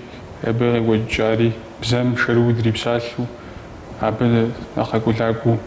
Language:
Kabardian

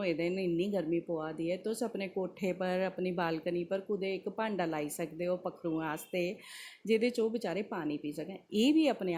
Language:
Dogri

